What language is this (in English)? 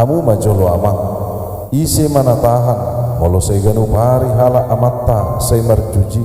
Batak Toba